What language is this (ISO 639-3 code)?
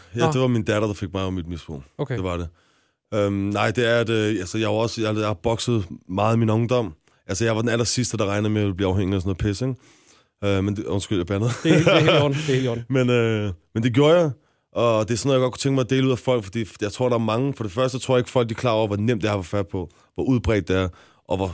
dan